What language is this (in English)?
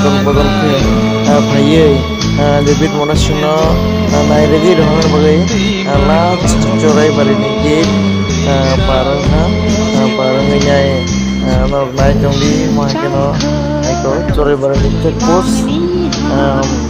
Kok Borok